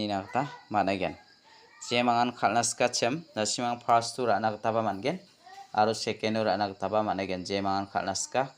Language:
Garo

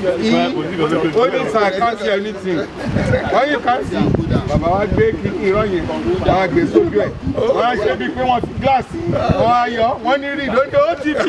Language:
Yoruba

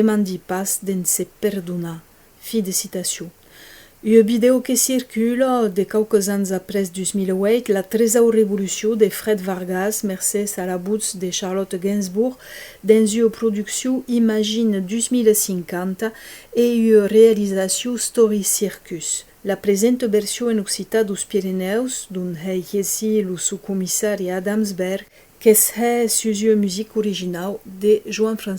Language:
Occitan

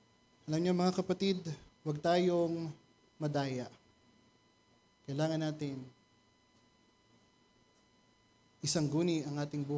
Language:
Filipino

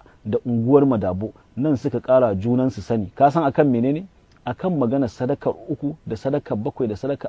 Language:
Hausa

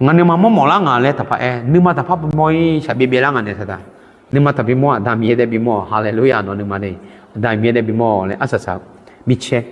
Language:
Akha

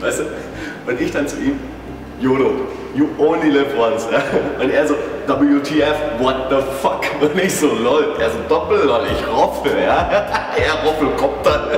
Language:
Bavarian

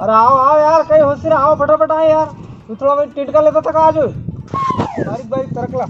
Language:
Rajasthani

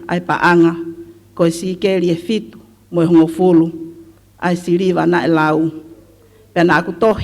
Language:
Tongan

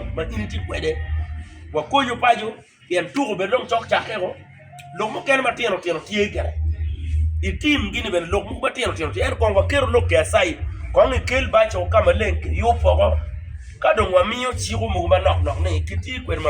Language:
Acoli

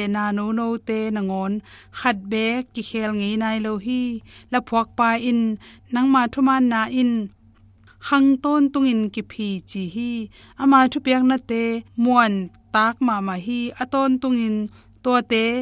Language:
Tedim Chin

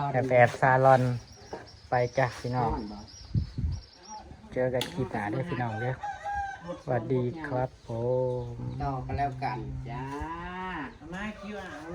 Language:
Northeastern Thai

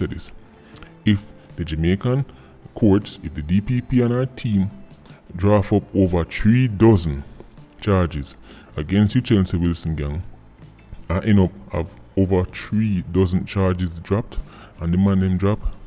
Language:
Jamaican Creole English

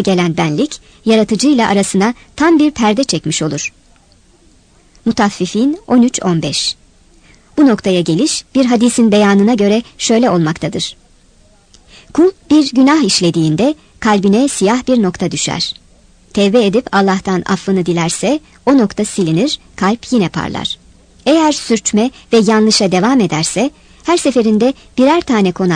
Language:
Turkish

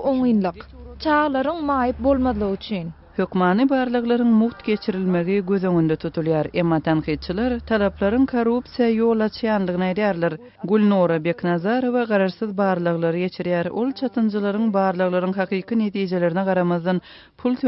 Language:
Turkmen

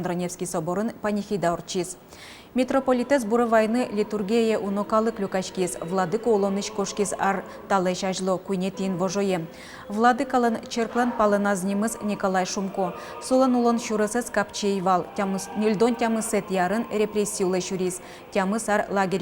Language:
Udmurt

